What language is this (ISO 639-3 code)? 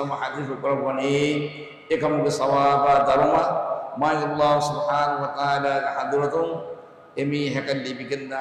div